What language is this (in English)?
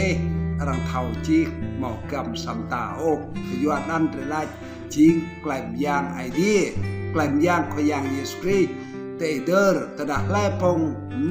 Rade